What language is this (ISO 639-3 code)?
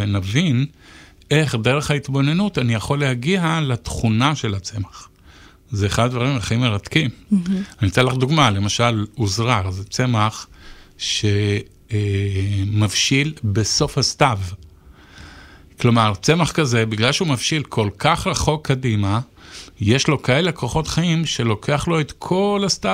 heb